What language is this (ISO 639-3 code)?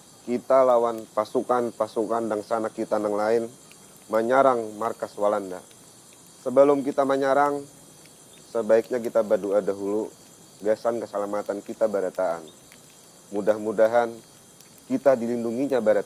bjn